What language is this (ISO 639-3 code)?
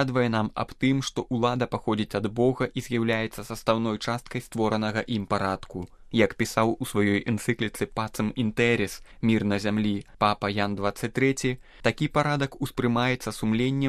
bel